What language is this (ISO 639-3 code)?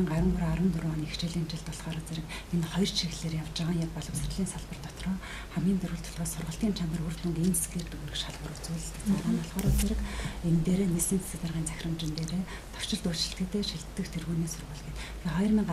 mon